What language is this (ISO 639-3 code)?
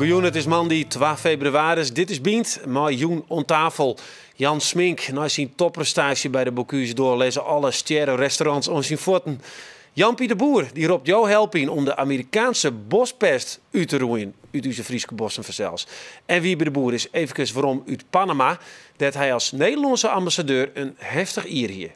fry